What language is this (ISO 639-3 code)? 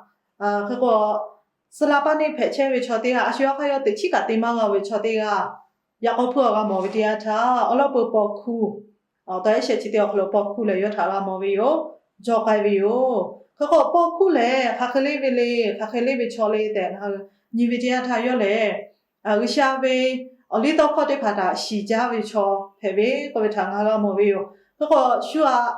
lhu